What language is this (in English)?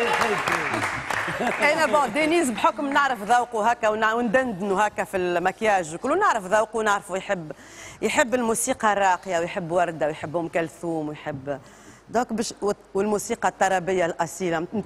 Tunisian Arabic